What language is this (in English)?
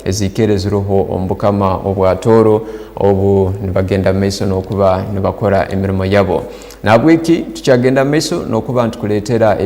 Tooro